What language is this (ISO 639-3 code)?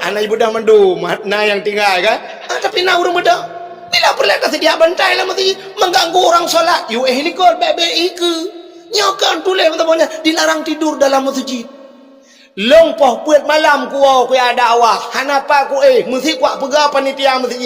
ace